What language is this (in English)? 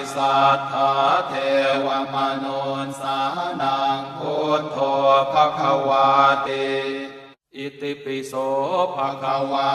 Pali